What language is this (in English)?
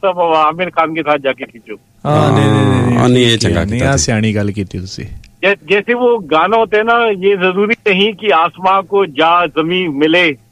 Punjabi